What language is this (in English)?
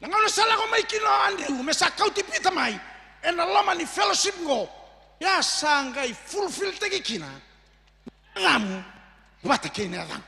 Fijian